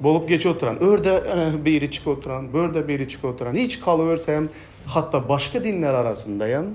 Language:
Turkmen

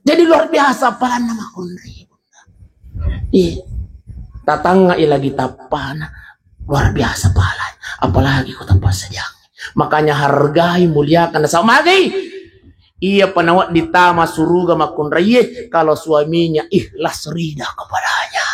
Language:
Buginese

